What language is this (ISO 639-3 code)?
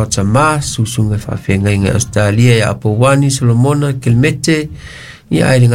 smo